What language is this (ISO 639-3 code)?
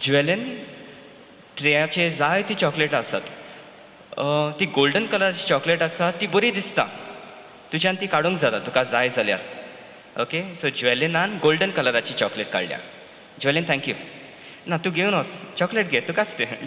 kok